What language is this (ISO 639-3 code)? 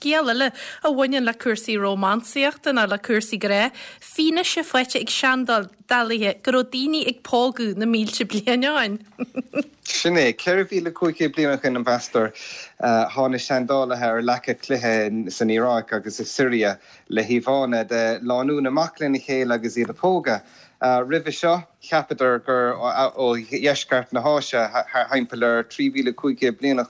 gle